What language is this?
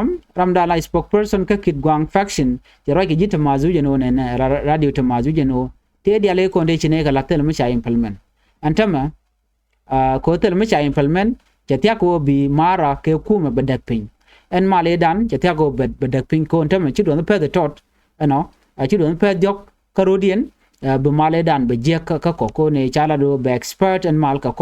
Nuer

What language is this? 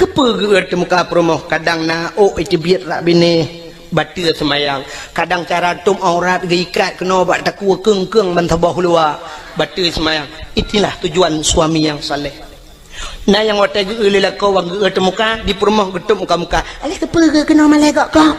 Achinese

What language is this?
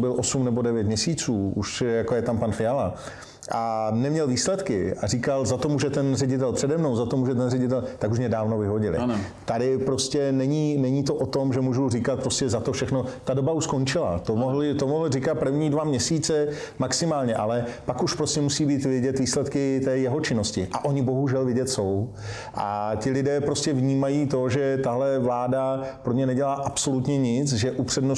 Czech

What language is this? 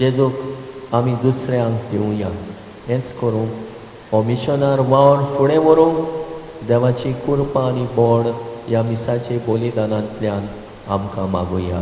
Konkani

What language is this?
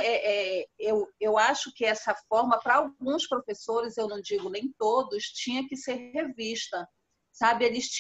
Portuguese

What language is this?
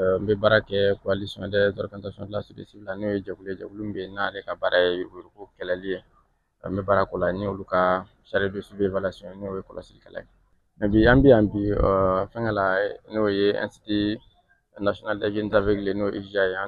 Bambara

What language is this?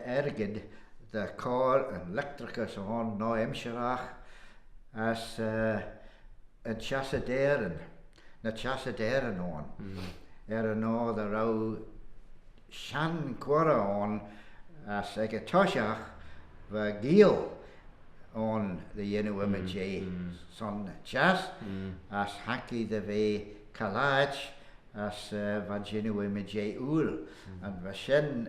Manx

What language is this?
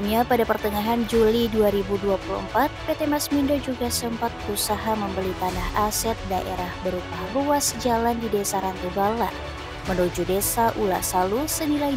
Indonesian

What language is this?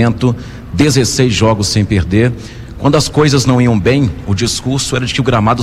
Portuguese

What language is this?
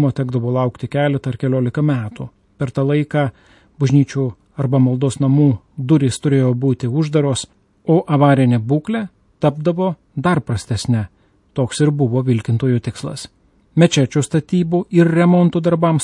Lithuanian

